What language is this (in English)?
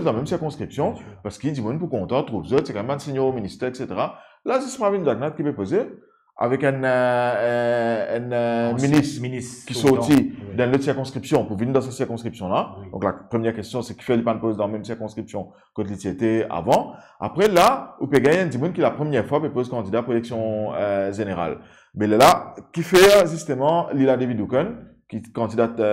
Morisyen